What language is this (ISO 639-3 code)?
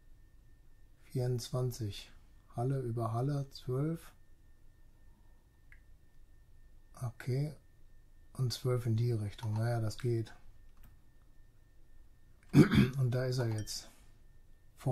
deu